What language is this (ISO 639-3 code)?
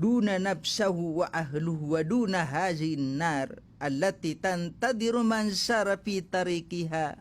mrw